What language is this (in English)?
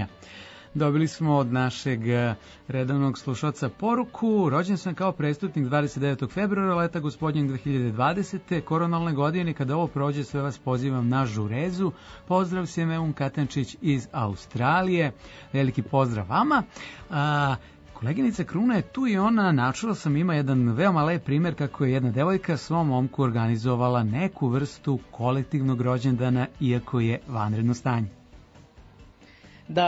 Serbian